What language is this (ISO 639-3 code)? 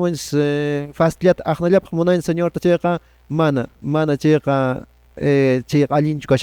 que